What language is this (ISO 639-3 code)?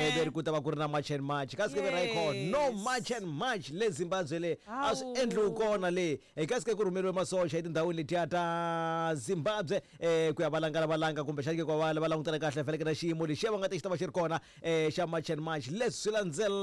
tso